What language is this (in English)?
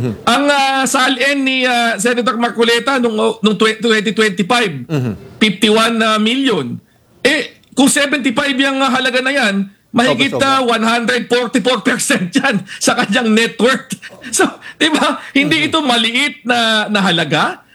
Filipino